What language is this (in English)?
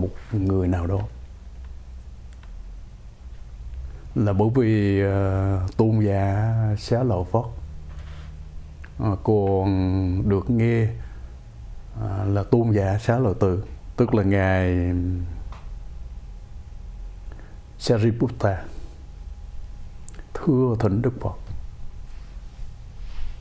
Vietnamese